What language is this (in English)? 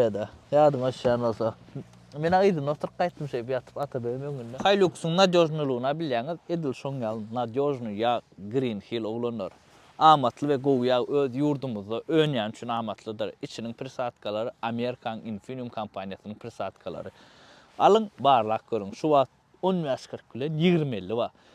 Turkmen